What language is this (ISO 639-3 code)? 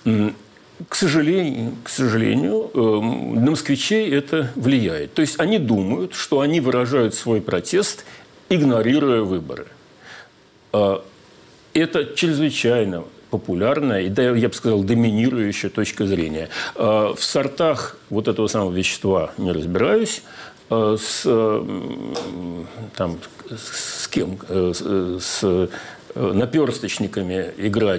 rus